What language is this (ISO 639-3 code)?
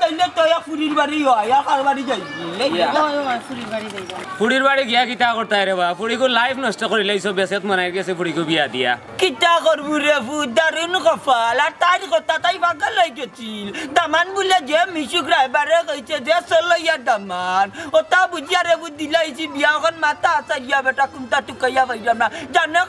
syl